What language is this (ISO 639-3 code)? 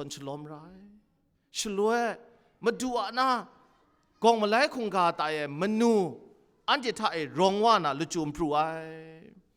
kac